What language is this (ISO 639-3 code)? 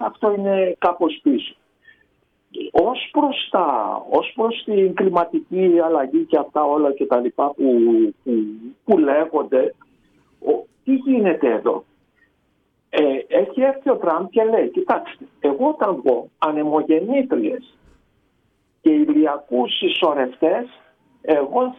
ell